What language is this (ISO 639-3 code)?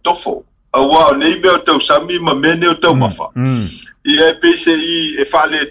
smo